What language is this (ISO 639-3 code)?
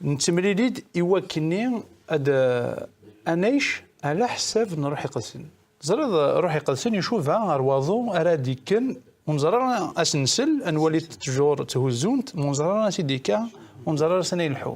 kab